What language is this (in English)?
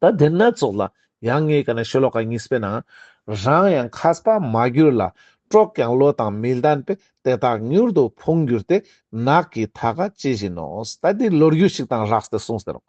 Ladakhi